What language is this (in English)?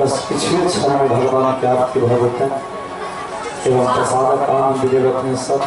Maithili